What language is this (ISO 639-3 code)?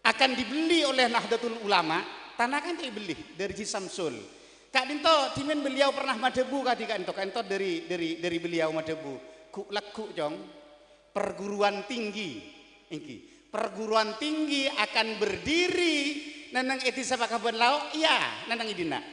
mad